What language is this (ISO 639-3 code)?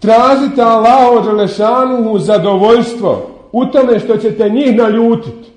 bos